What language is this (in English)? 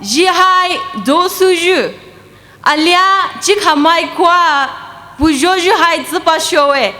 Poumei Naga